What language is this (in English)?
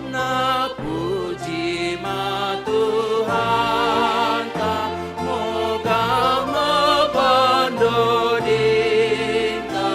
Batak Simalungun